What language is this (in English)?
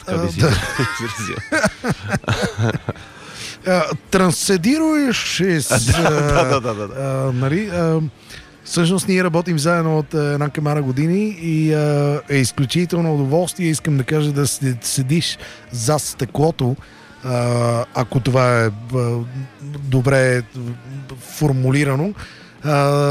Bulgarian